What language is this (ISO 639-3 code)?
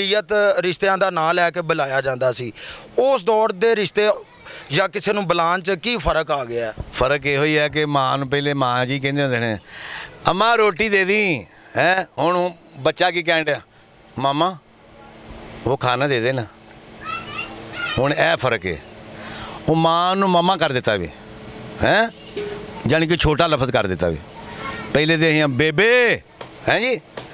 pan